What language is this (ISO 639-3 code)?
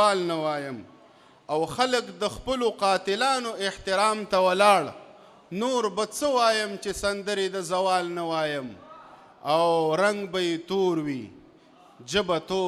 pus